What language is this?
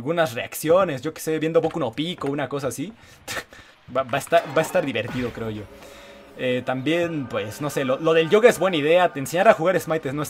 Spanish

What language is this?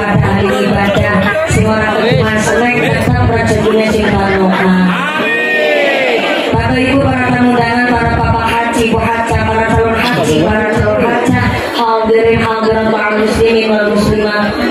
Indonesian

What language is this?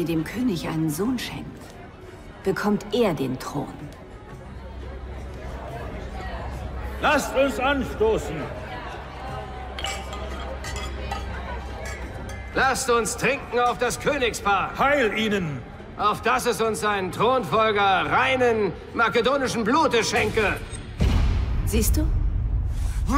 German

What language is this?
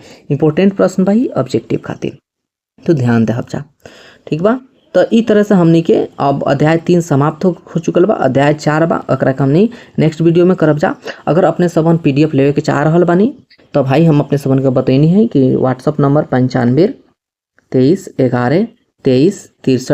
Bhojpuri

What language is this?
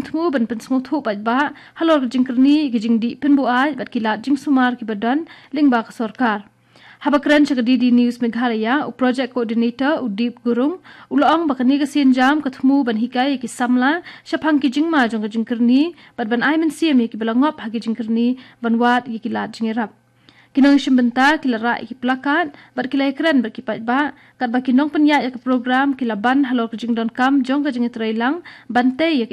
Khasi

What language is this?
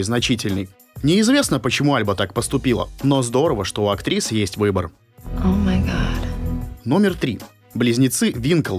Russian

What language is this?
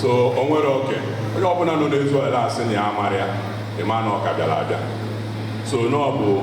Igbo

